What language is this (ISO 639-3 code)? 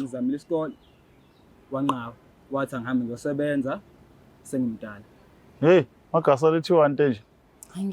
zul